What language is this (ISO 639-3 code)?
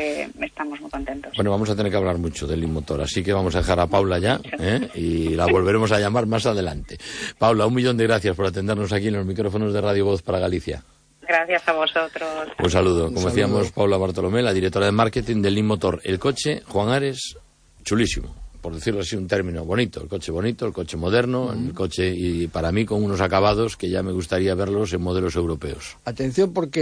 spa